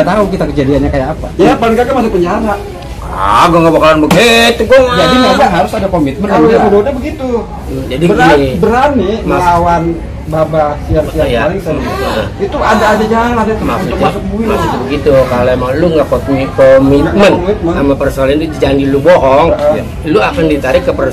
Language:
Betawi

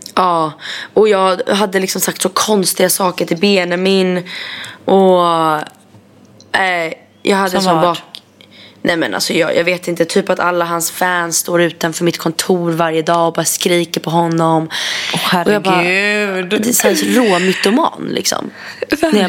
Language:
Swedish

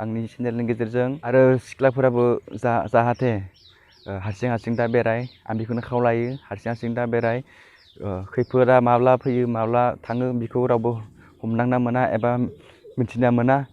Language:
Bodo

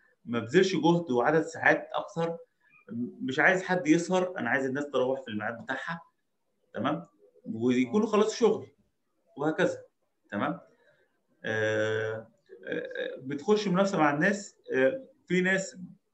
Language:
Egyptian Arabic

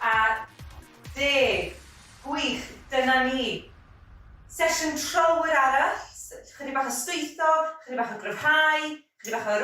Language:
Welsh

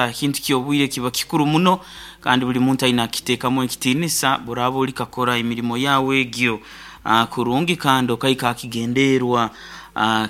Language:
Nyoro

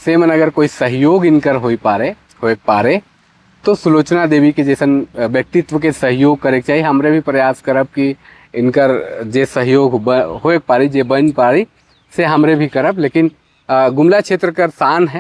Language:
Sadri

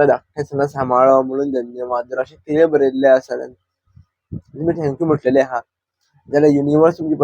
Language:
Konkani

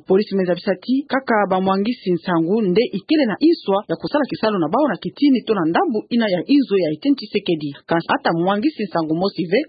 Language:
Kituba (Democratic Republic of Congo)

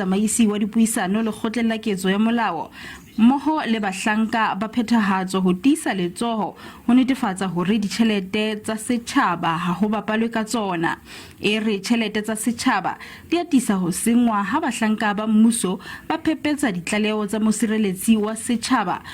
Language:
Southern Sotho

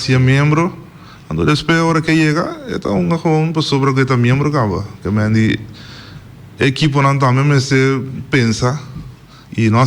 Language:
Papiamento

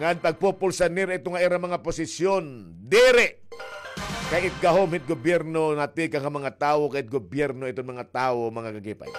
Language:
Waray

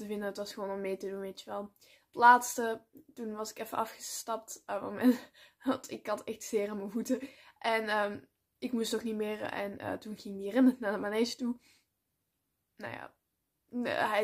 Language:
Dutch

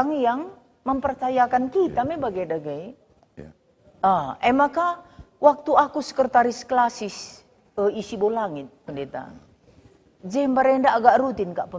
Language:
Batak Karo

